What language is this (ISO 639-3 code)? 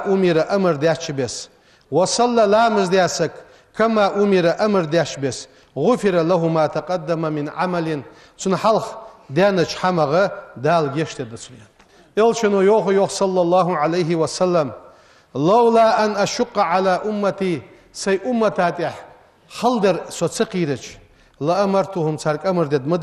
inh